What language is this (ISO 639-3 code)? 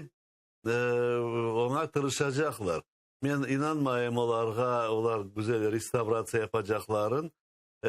crh